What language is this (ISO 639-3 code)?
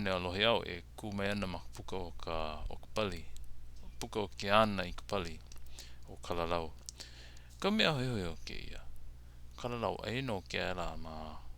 haw